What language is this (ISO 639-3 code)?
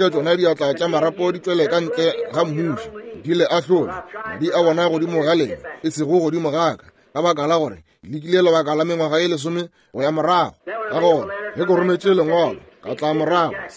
nso